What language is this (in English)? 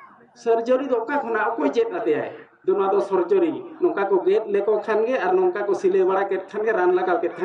Santali